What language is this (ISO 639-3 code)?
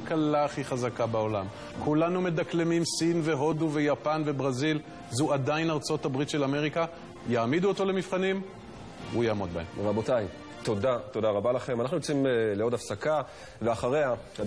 heb